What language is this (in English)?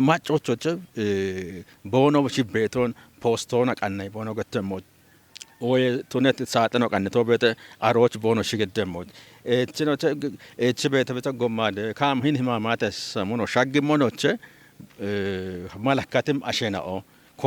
Kafa